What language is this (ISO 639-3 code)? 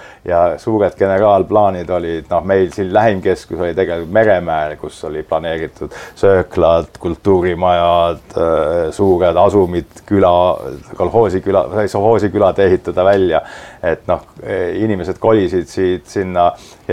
est